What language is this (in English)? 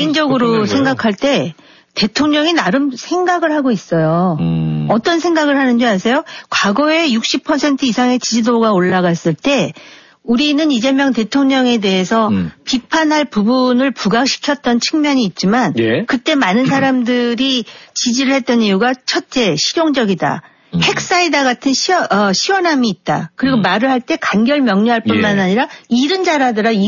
Korean